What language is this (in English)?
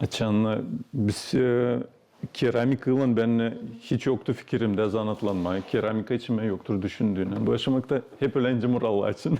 Gagauz